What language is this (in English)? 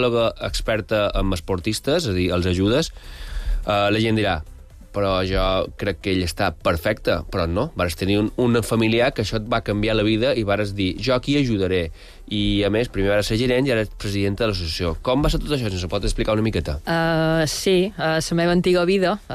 Catalan